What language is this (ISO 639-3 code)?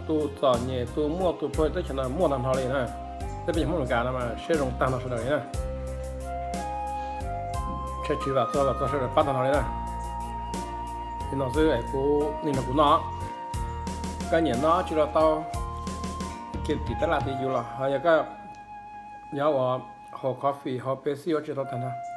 vie